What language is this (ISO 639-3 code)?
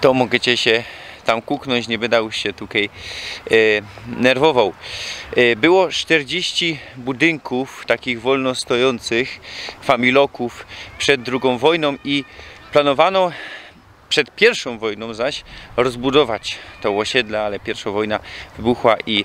szl